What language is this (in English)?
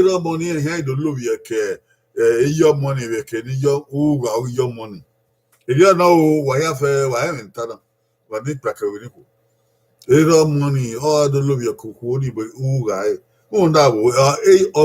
Bini